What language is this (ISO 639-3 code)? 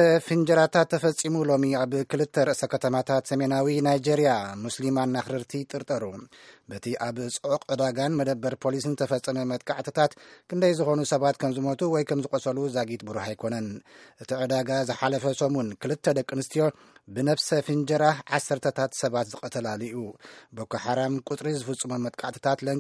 tir